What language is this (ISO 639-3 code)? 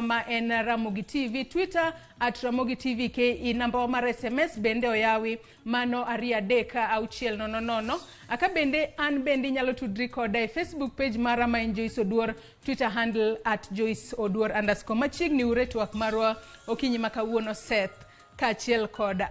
luo